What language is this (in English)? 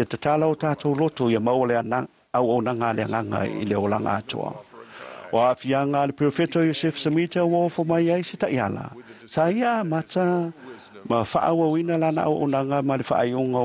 Samoan